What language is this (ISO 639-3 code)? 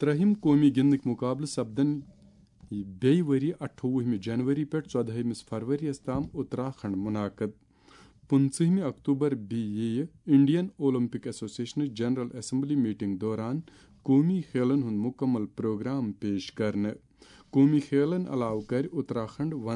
kas